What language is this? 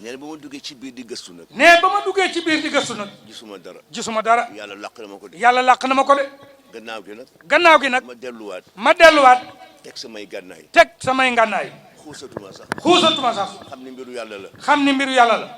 Wolof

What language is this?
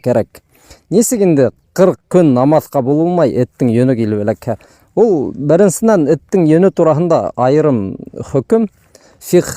Bashkir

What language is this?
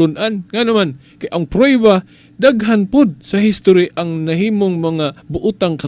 Cebuano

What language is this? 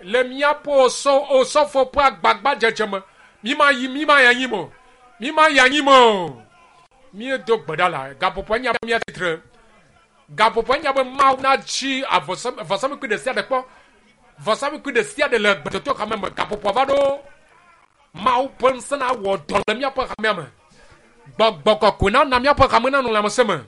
Ewe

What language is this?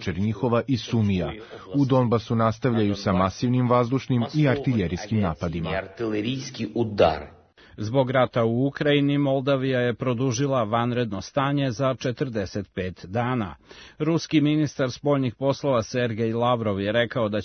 Serbian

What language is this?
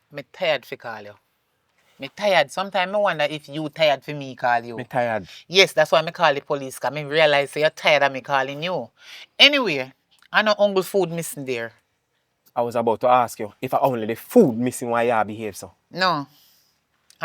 Jamaican Creole English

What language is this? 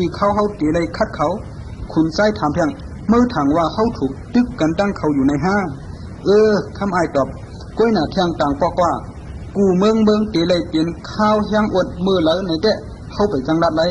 Shan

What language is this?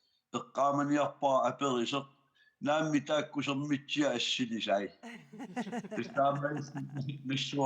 Kalaallisut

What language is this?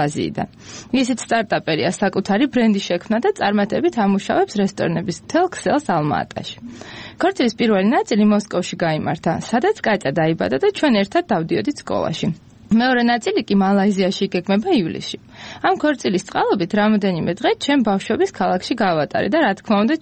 Georgian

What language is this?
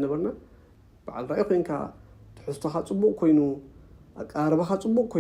Tigrinya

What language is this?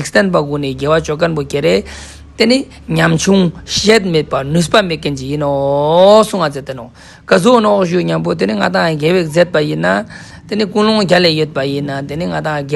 Ladakhi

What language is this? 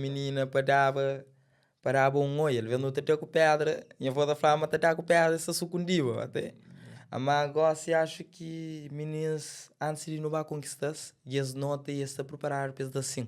Kabuverdianu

